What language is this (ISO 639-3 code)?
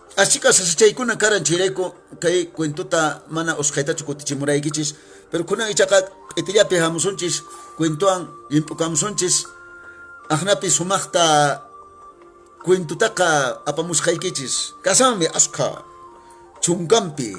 que